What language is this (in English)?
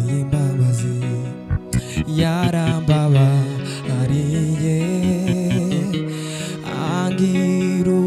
Kinyarwanda